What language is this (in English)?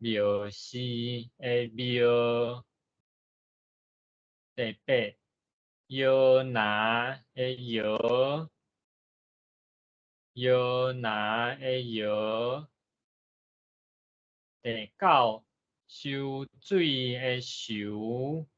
Min Nan Chinese